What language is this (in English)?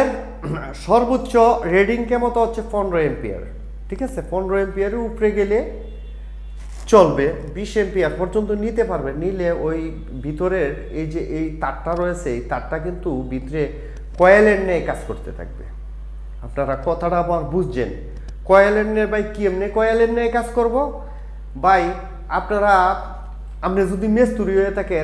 Bangla